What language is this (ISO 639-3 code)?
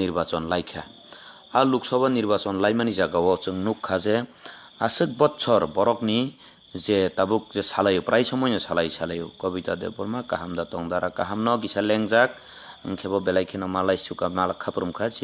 trp